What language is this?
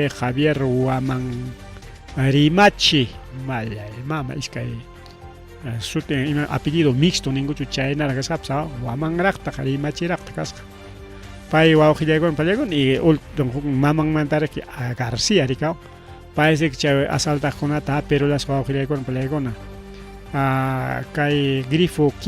Ayacucho Quechua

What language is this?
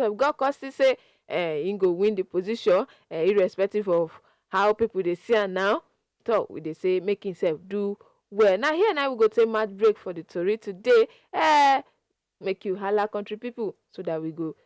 Nigerian Pidgin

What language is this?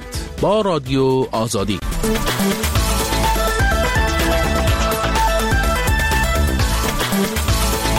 Persian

